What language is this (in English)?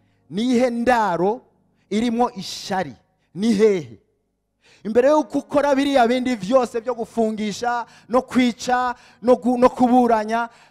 Rundi